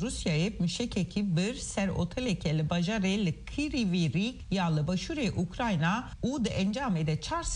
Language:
Kurdish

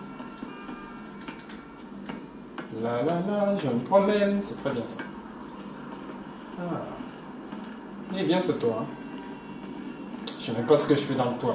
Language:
French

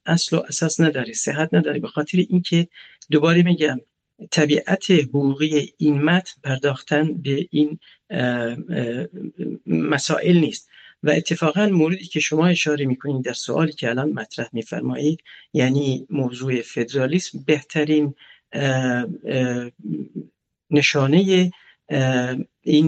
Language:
Persian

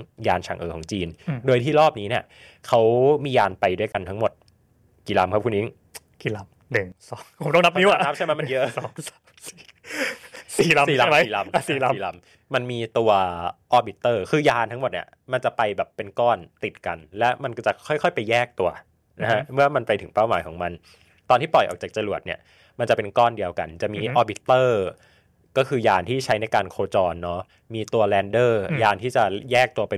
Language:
Thai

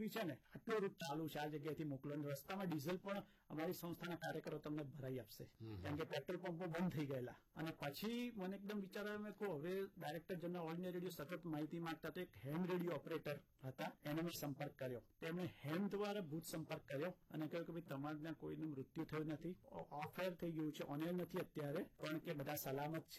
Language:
Gujarati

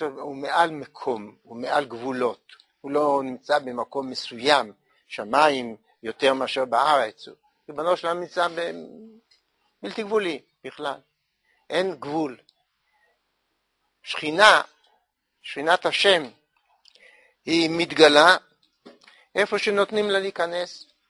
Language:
Hebrew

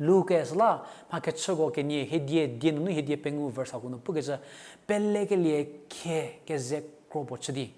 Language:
Angami Naga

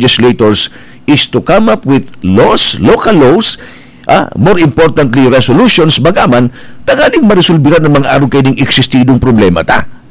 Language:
Bikol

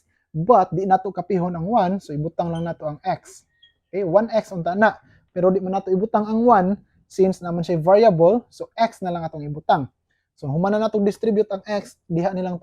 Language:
Cebuano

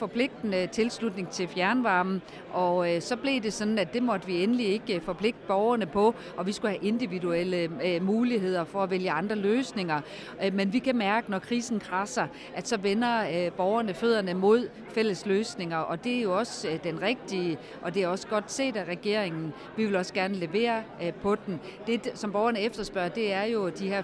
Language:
Danish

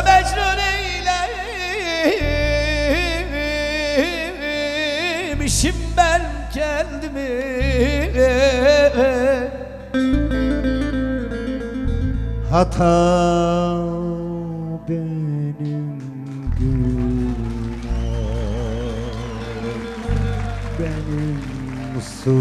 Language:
Turkish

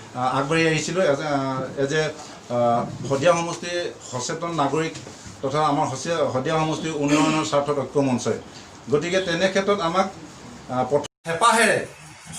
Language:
Assamese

